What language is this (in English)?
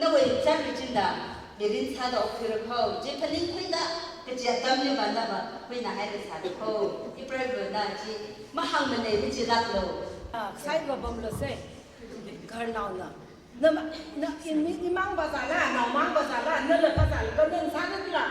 Tangkhul Naga (India)